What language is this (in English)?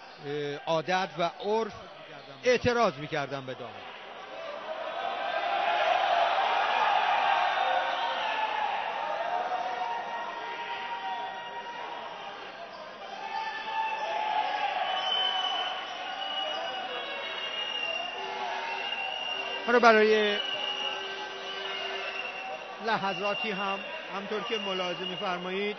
Persian